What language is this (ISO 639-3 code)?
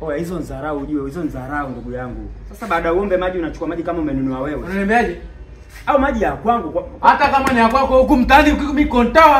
swa